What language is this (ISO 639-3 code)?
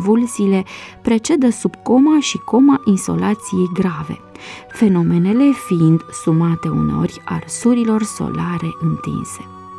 ron